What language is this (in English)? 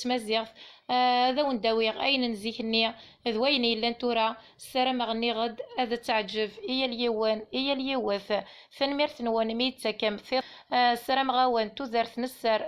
Kabyle